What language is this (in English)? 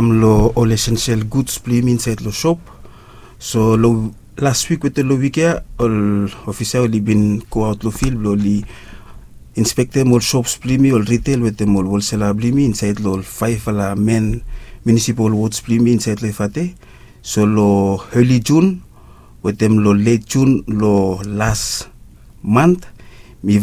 Bislama